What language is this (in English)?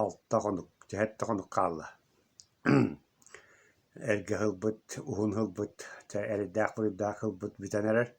Yakut